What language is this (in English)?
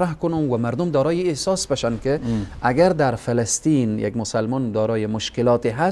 Persian